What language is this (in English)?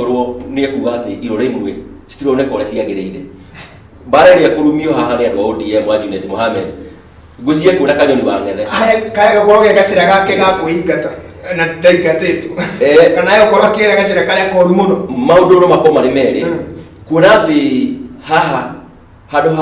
Kikuyu